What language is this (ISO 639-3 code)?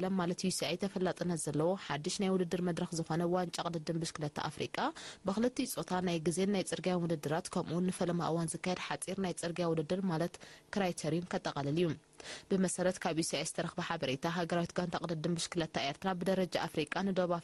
tir